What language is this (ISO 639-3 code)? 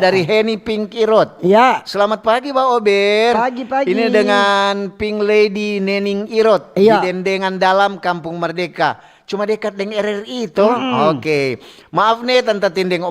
xmm